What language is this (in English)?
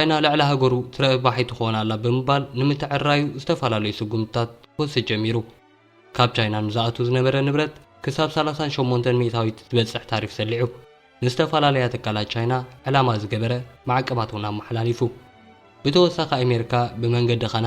Tigrinya